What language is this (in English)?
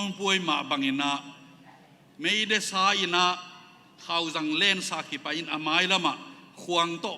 Tedim Chin